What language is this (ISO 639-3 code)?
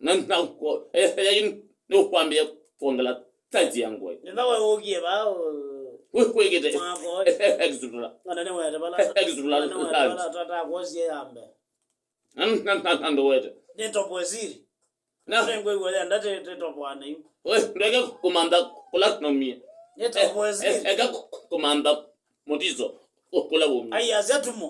kam